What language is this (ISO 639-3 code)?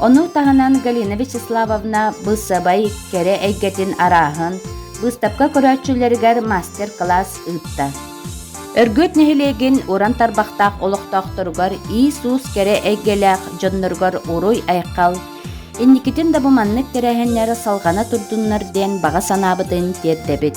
sah